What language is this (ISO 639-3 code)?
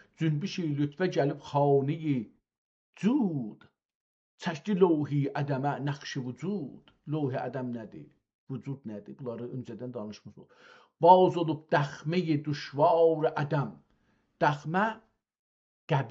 azb